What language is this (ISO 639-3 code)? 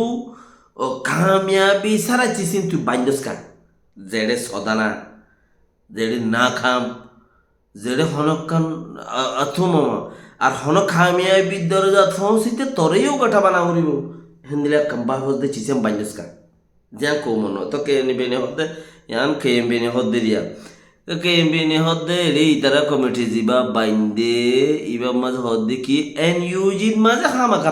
rhg